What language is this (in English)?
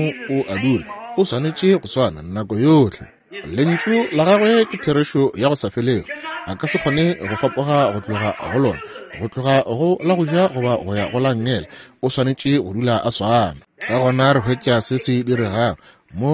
Northern Sotho